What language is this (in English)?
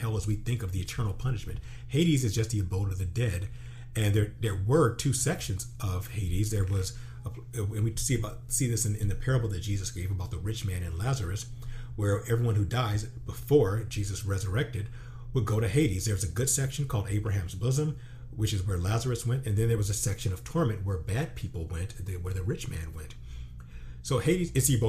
English